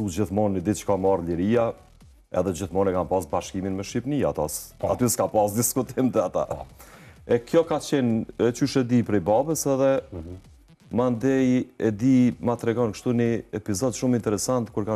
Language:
Albanian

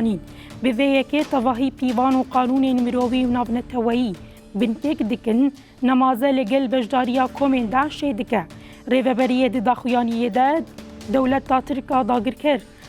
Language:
Kurdish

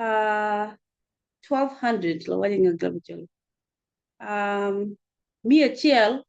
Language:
Acoli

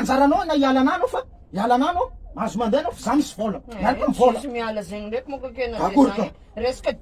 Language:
Malagasy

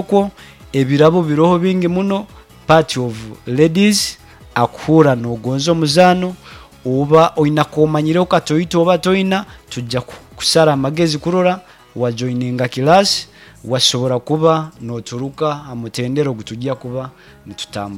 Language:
Nyankole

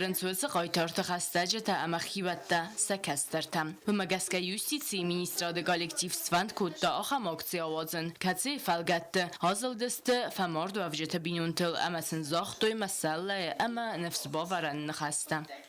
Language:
Ossetic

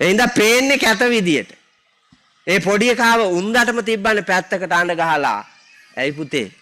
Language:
Sinhala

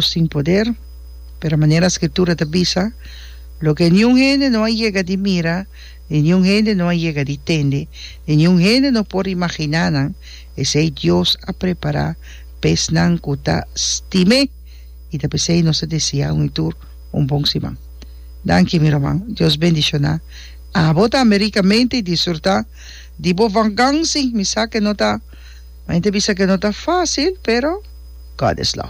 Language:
Papiamento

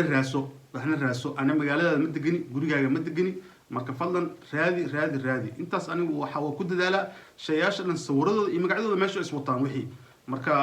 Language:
Somali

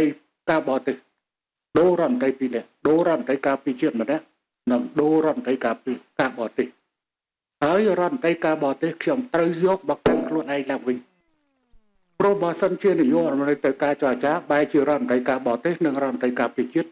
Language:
Khmer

